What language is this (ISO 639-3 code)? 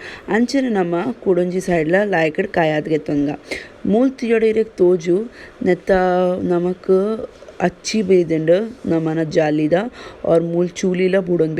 tcy